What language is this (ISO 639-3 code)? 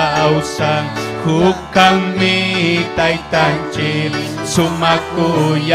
quy